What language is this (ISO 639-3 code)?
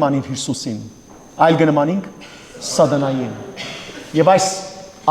hyw